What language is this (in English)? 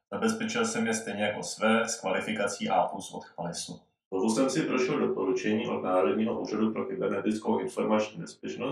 Czech